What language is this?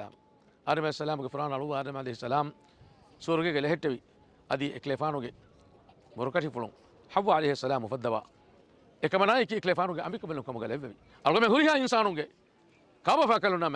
Divehi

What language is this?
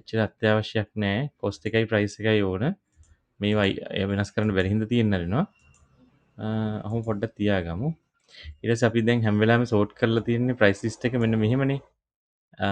Sinhala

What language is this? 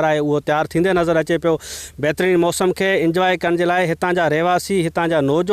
Sindhi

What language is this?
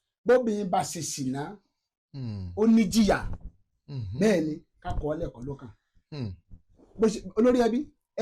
Yoruba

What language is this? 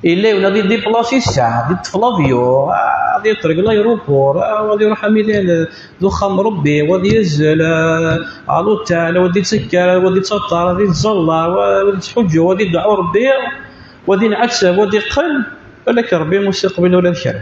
Kabyle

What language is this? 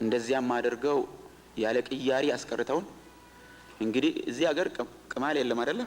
Amharic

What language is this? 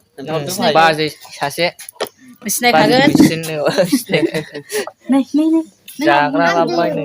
Bodo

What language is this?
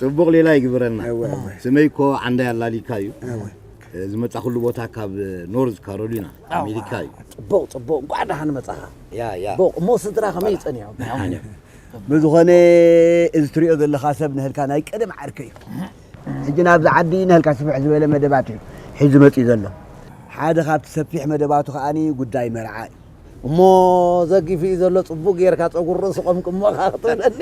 Tigrinya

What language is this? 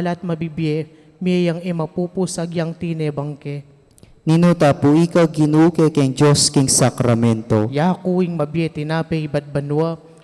Pampanga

